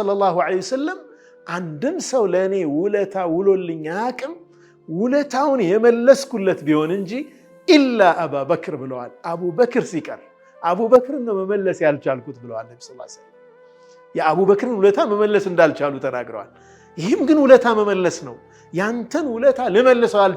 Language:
Amharic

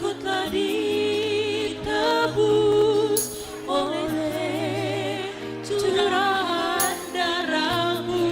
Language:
Batak Simalungun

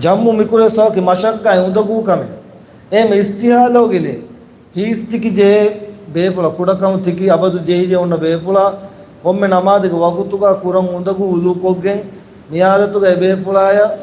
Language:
Divehi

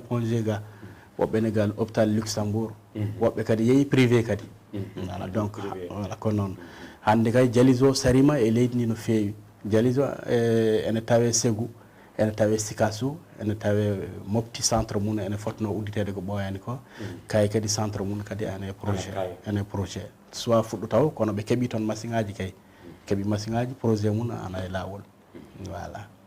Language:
Fula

